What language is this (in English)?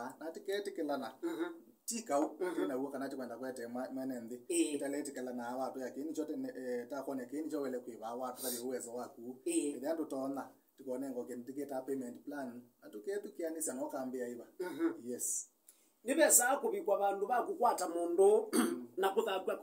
Kamba